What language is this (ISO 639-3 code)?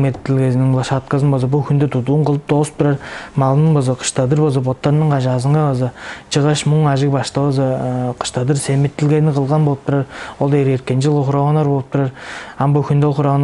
tyv